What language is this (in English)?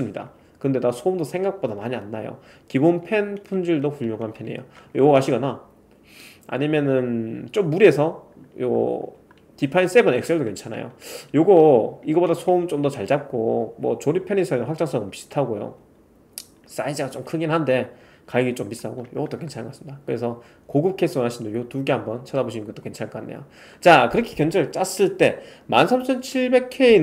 Korean